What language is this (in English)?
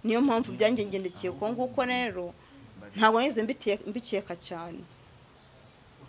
Kinyarwanda